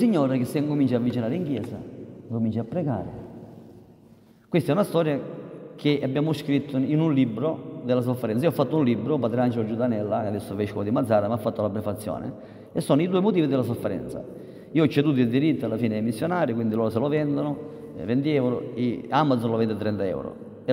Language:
Italian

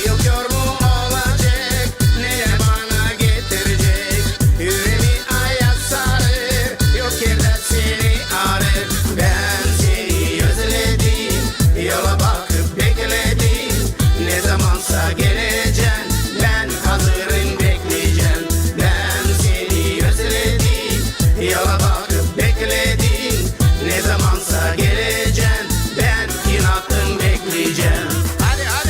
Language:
Gagauz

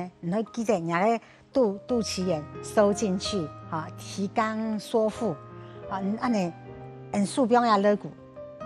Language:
Hakka Chinese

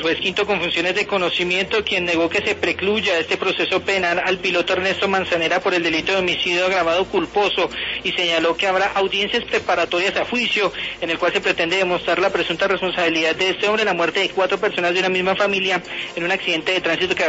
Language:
Spanish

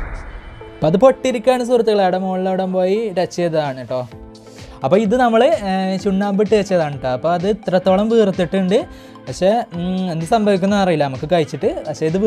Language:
Malayalam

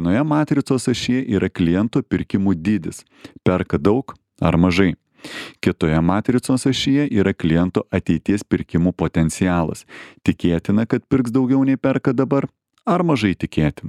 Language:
Lithuanian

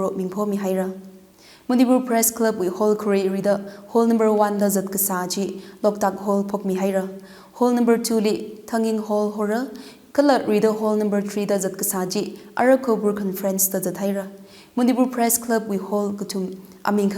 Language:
Tangkhul Naga (India)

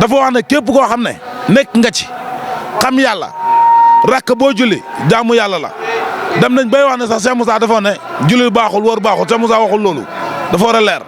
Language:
Wolof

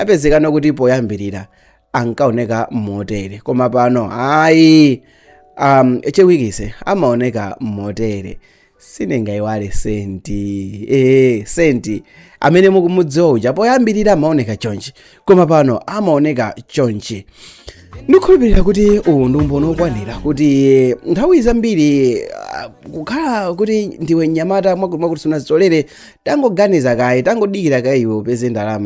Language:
Nyanja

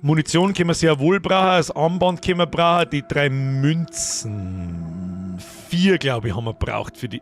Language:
Bavarian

